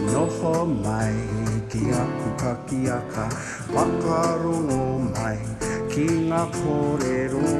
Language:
Māori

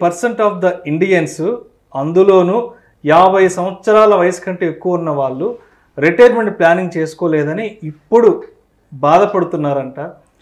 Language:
Telugu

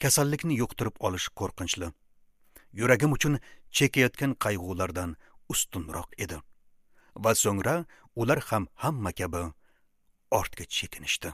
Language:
Uzbek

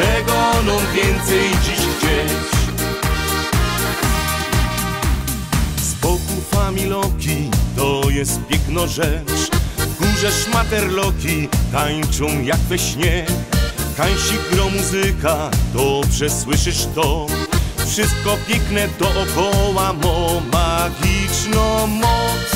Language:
Polish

